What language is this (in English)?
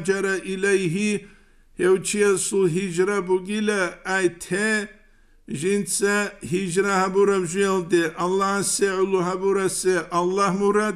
Avaric